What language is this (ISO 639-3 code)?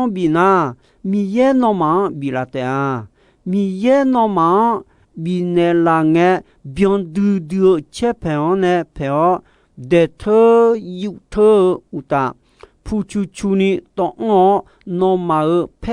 ahk